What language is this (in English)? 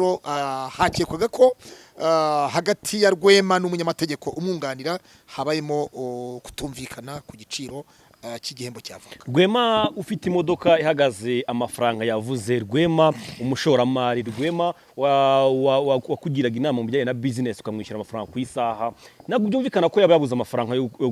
Kinyarwanda